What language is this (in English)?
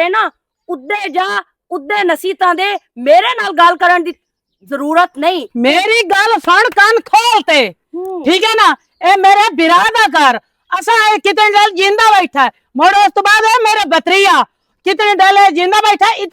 Western Panjabi